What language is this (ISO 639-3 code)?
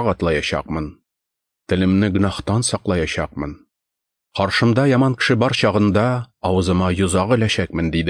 tat